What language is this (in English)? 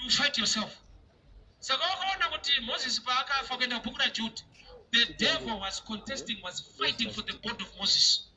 Shona